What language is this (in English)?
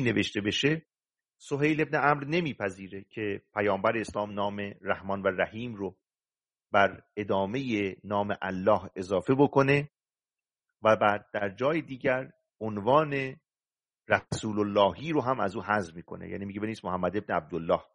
Persian